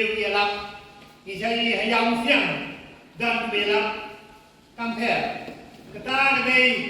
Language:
Khasi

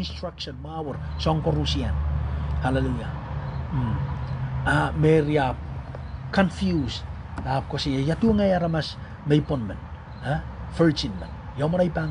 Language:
Pohnpeian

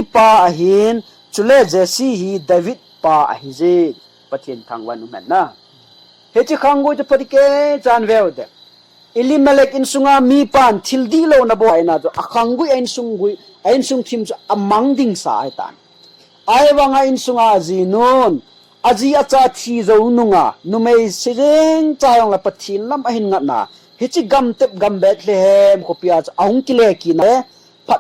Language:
Thado Chin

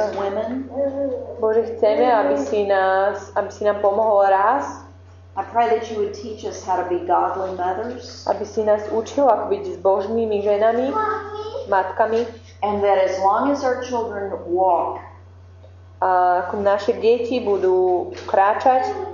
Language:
Slovak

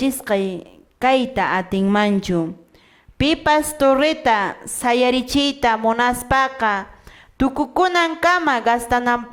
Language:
Quechua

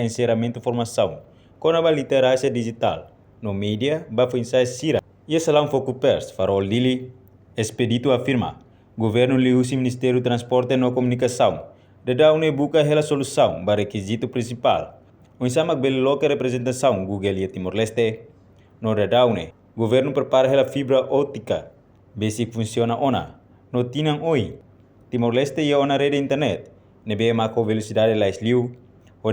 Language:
Tetum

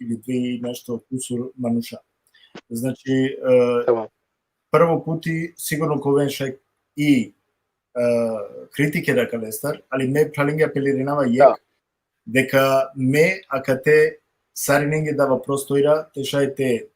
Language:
Balkan Romani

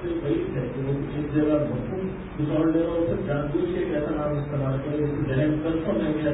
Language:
Urdu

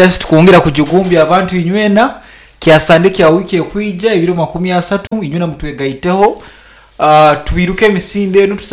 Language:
Nyoro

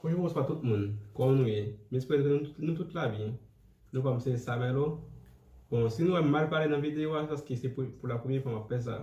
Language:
Haitian Creole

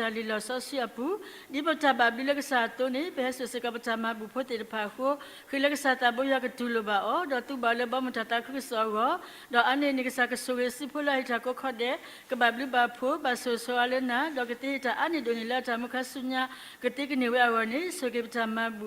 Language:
S'gaw Karen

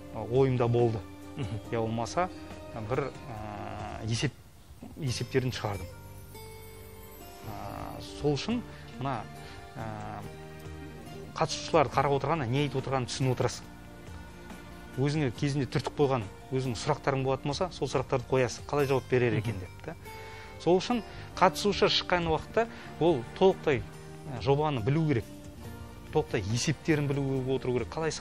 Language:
Kazakh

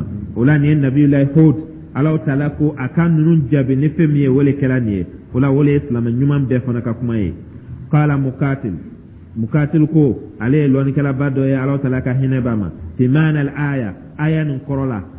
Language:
Dyula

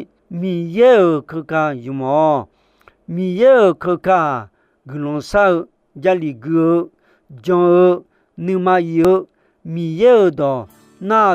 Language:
Akha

